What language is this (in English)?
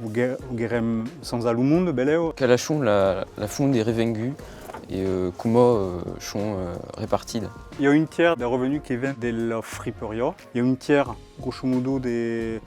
Occitan